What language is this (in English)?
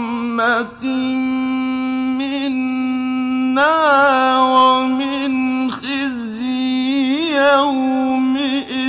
Arabic